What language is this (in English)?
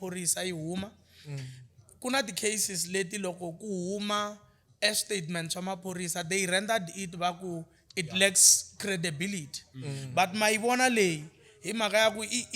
Tsonga